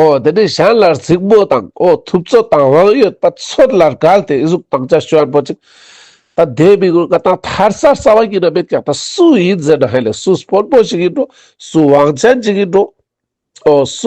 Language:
Ladakhi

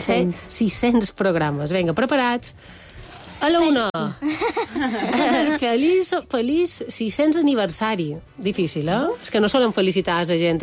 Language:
Catalan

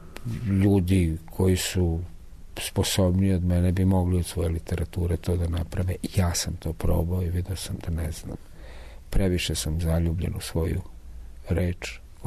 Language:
Serbian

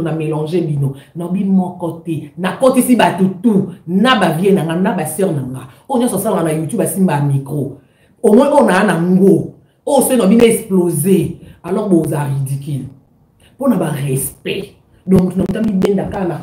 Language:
Lingala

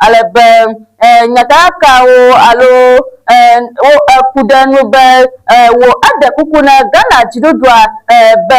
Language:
Ewe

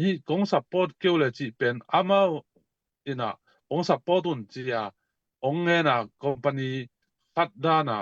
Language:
Tedim Chin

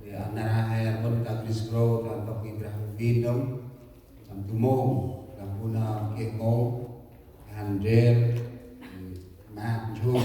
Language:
Central Mnong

